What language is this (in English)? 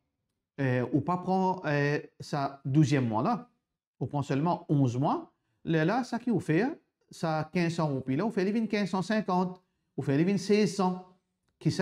Morisyen